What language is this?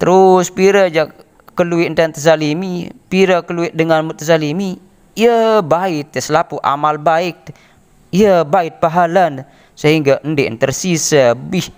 Sasak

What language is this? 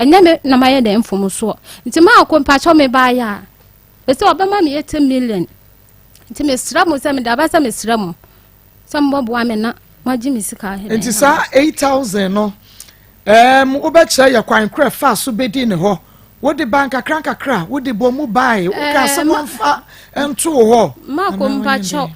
Akan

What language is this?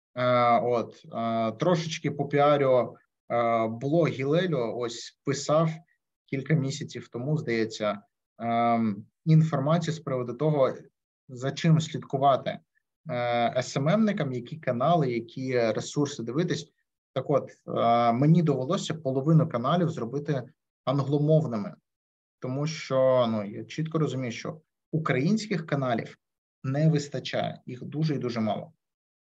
Ukrainian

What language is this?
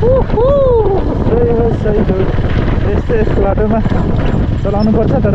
Nepali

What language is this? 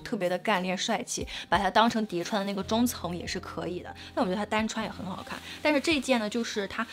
Chinese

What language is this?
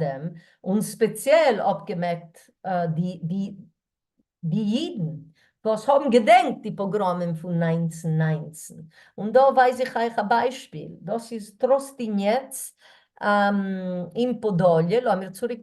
Yiddish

